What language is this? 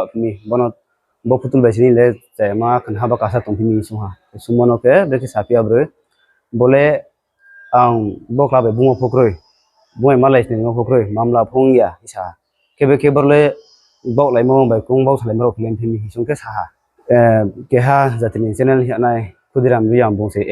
Riang (India)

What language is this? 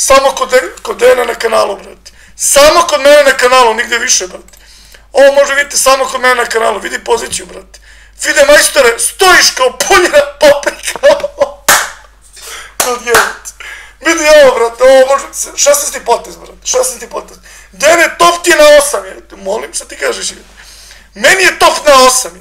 Serbian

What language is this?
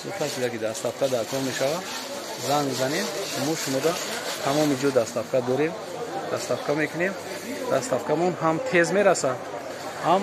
Tajik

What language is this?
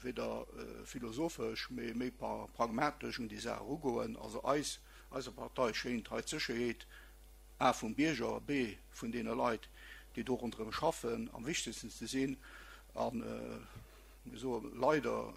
Luxembourgish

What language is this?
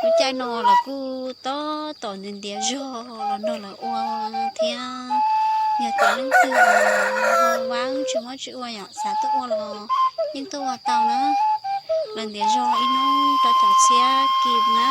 Hmong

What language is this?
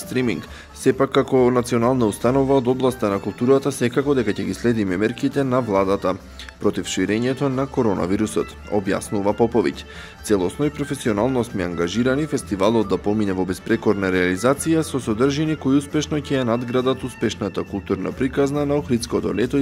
Macedonian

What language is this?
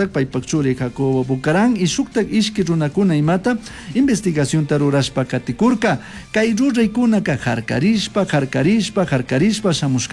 Chimborazo Highland Quichua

